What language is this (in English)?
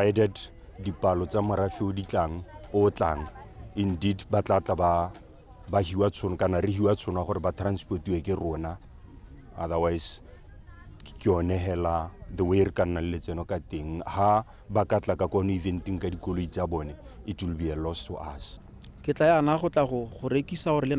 Tswana